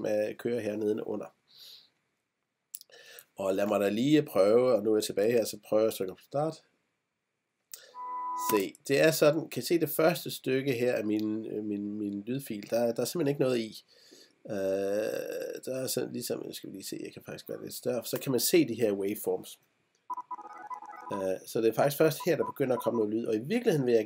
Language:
Danish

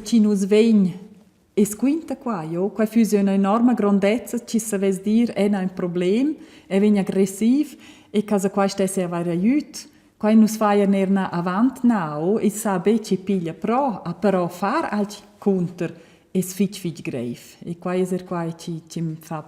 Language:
Romansh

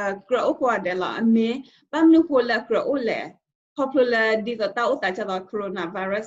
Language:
S'gaw Karen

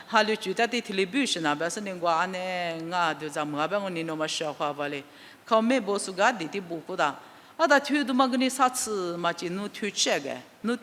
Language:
Lisu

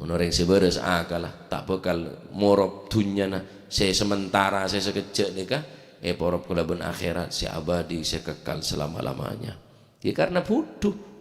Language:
Madurese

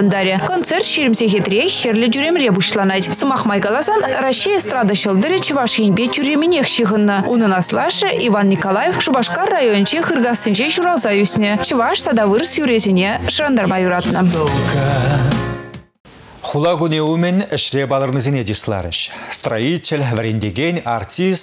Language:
Chuvash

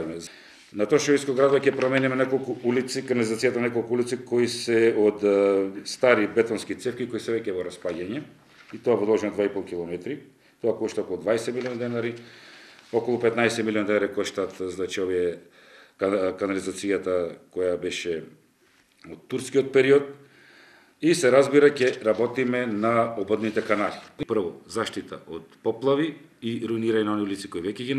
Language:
Macedonian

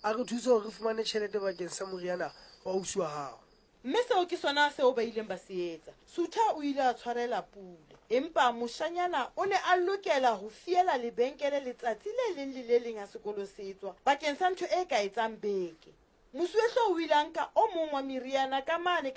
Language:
Southern Sotho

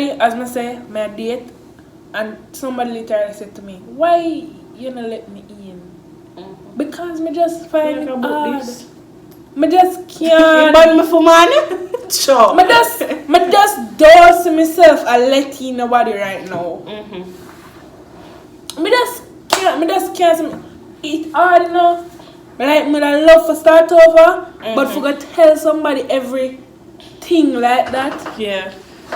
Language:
Jamaican Creole English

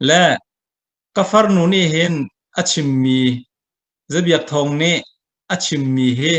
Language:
Hakha Chin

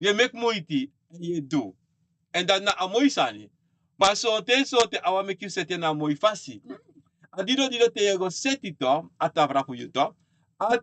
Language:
Sranan Tongo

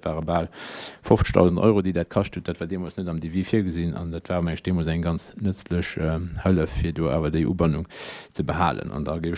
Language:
Luxembourgish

